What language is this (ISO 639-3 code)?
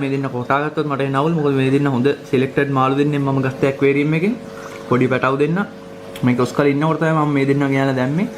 sin